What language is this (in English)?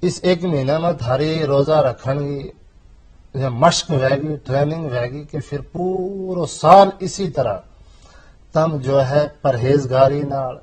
Gujari